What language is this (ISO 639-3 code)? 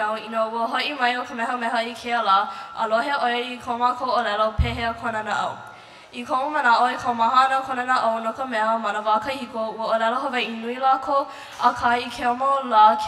haw